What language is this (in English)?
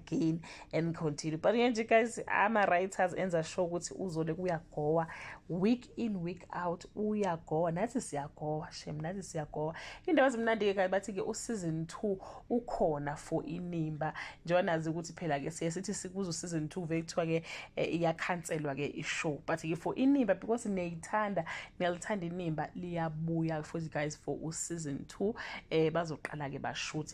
Zulu